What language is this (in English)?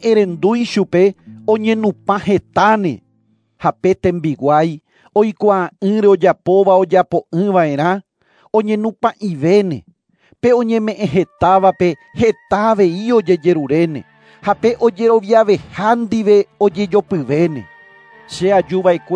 Guarani